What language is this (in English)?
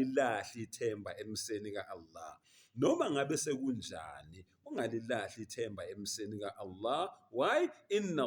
Zulu